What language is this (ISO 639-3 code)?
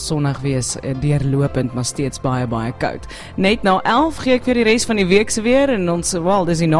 afr